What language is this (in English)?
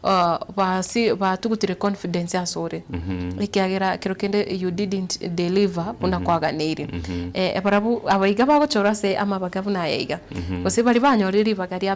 Gusii